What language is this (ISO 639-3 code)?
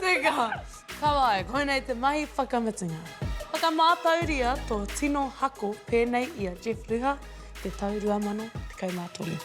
mri